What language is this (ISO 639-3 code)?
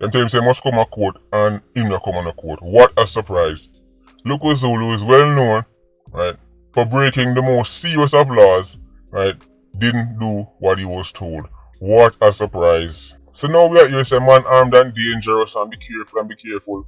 jam